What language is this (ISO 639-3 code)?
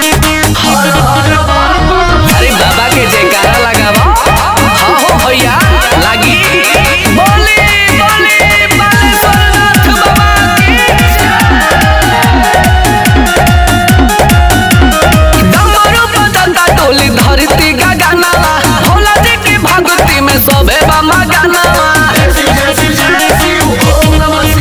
bho